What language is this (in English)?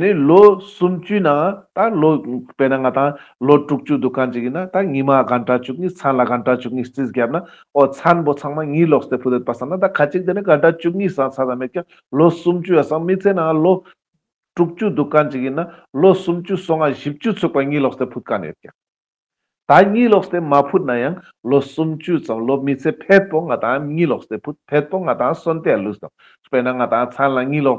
Ladakhi